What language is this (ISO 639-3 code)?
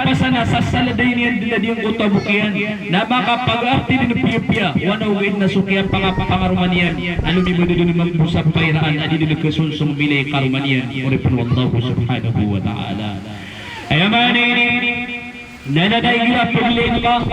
mrw